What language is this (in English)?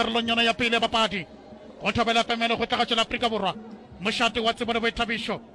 Northern Sotho